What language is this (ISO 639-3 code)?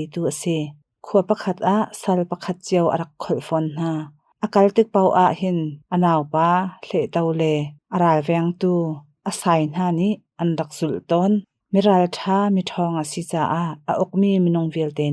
cnh